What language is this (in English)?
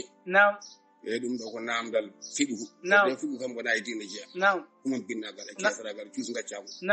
Fula